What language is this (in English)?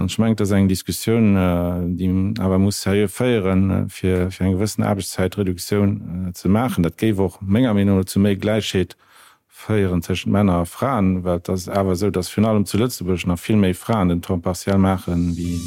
Luxembourgish